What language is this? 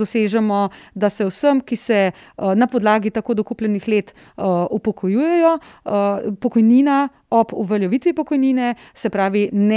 Slovenian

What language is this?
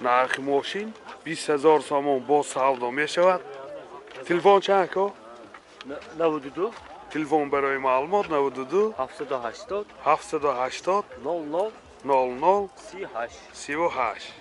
Tajik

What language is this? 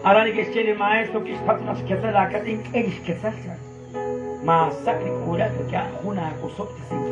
Kekchí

